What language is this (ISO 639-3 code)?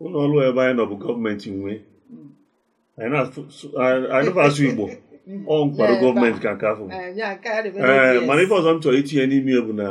ibo